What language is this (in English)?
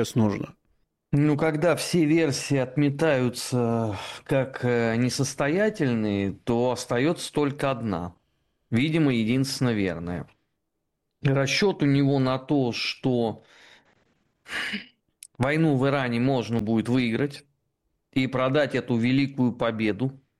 Russian